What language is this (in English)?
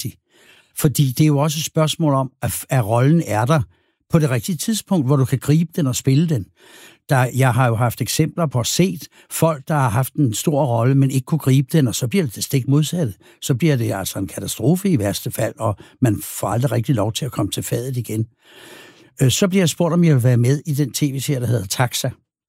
Danish